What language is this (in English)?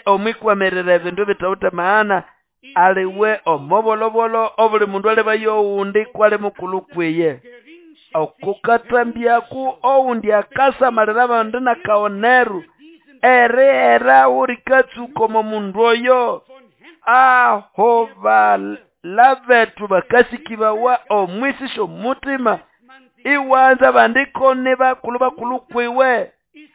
Nande